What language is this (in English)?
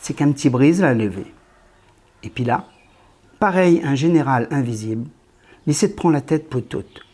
Réunion Creole French